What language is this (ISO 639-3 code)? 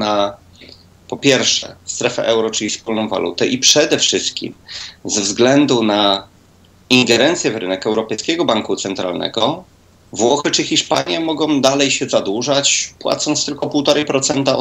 pol